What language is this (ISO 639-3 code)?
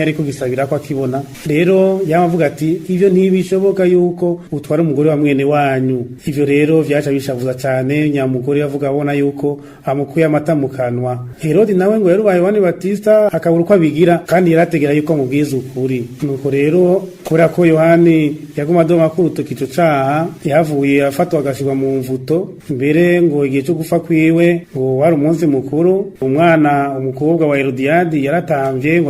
run